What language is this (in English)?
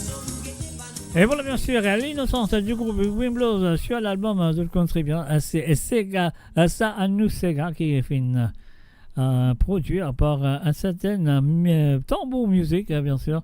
Morisyen